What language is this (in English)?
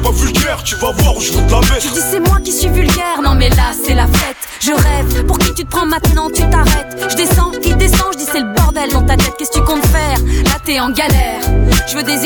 French